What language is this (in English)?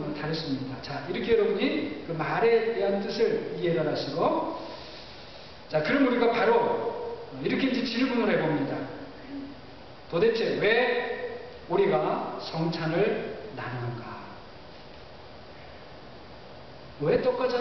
Korean